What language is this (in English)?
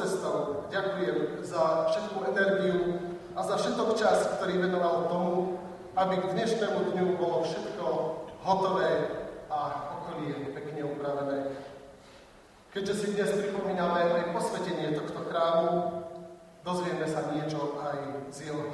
Slovak